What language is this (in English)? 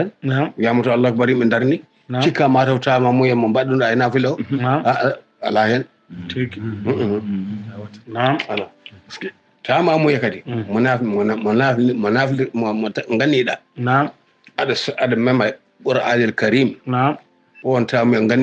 Fula